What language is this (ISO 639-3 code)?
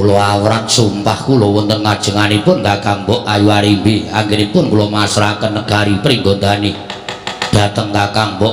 jav